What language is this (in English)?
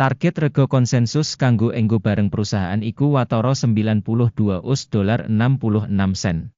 Javanese